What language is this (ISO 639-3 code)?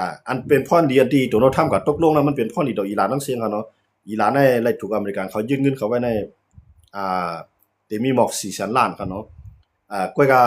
shn